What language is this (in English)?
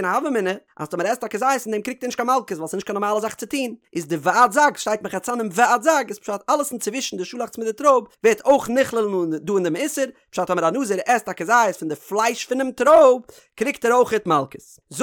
Yiddish